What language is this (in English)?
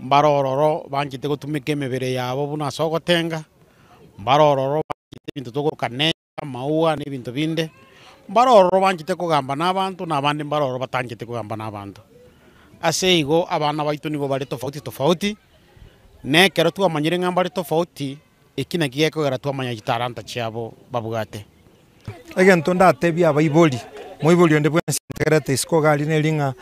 Gusii